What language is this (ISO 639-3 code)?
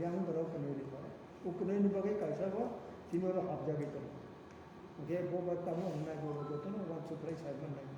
trp